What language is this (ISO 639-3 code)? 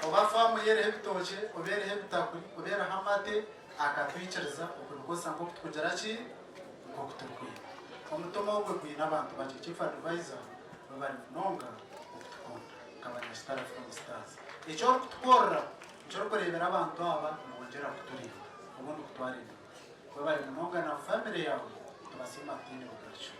nyn